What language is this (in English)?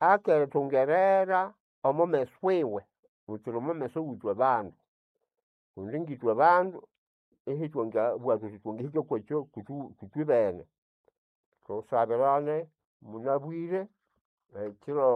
Nande